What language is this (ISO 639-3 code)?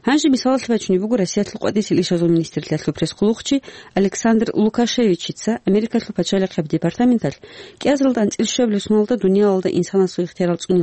ava